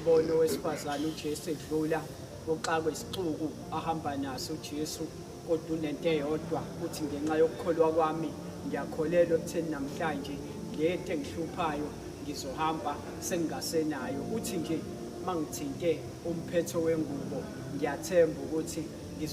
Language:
Zulu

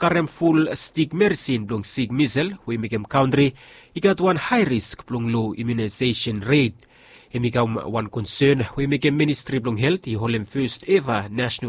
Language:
Bislama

